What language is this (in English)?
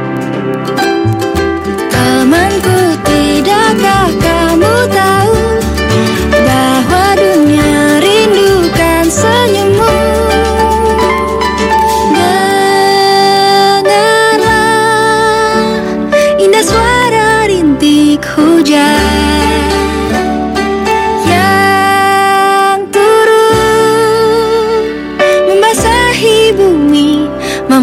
Indonesian